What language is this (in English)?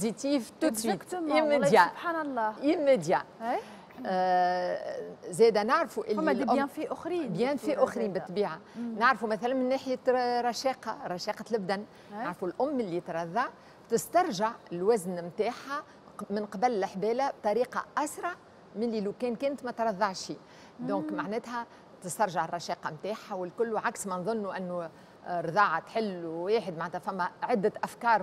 Tunisian Arabic